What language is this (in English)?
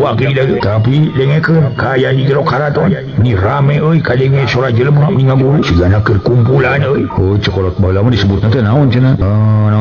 Sundanese